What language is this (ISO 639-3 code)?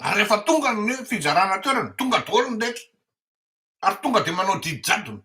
mlg